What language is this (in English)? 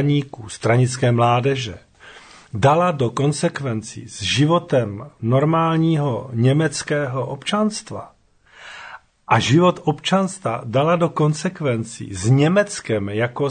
Czech